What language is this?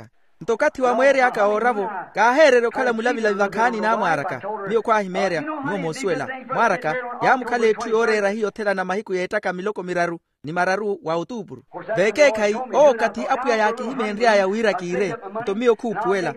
Makhuwa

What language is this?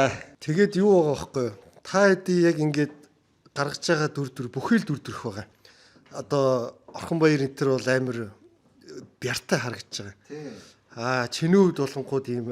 Mongolian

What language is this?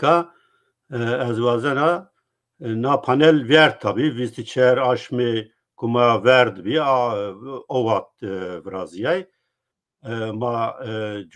Zaza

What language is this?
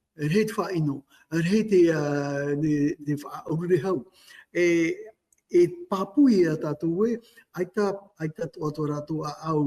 Tahitian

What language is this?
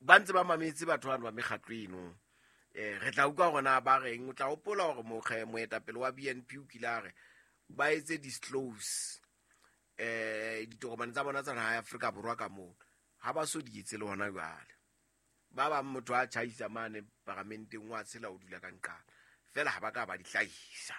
Southern Sotho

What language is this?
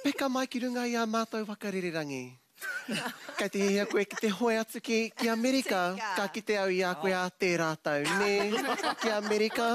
Māori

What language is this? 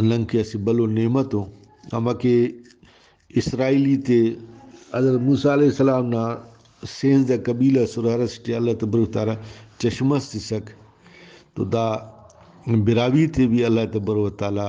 Brahui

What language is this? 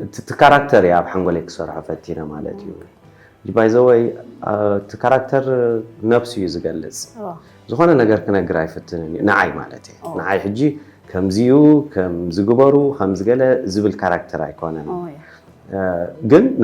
Tigrinya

